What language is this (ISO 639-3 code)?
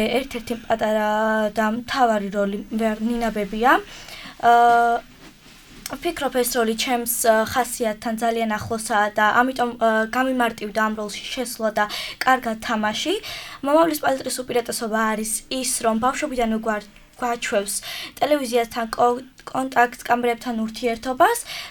kat